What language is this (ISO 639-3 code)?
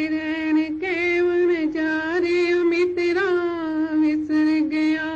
pan